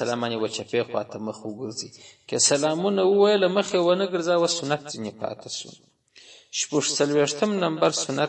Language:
Pashto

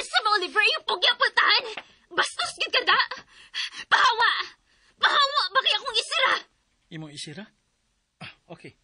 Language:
Cebuano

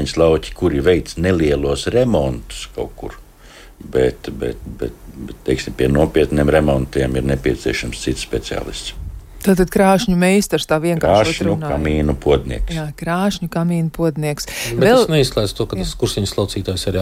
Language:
Latvian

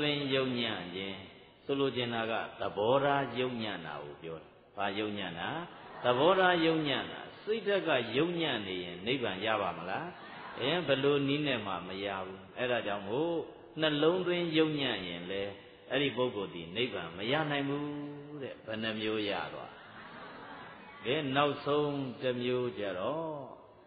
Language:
Burmese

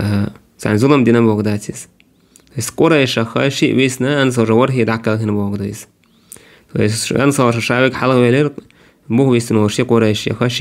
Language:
Chechen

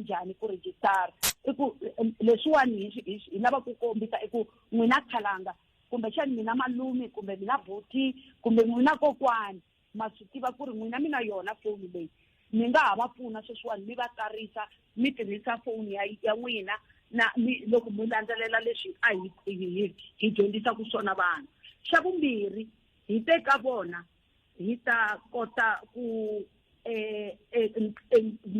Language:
Tsonga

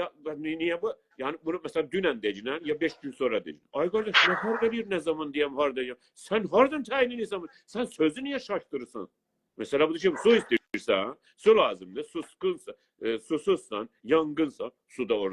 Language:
South Azerbaijani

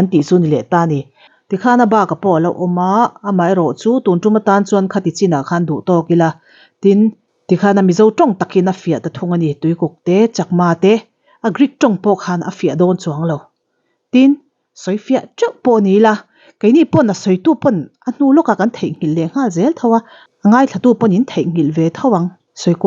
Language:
Mizo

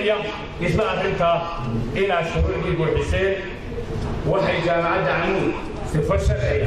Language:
Somali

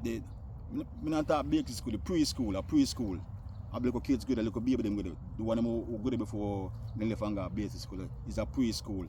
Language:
Jamaican Creole English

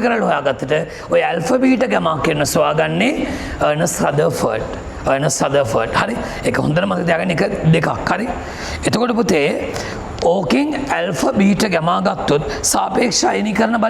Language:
Sinhala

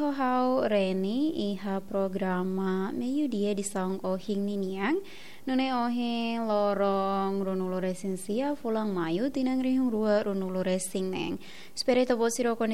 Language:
Tetum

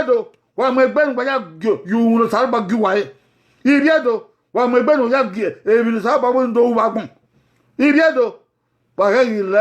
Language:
Bini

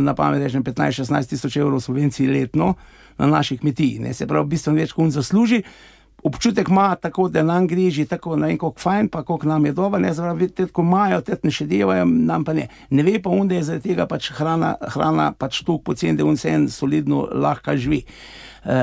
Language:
Slovenian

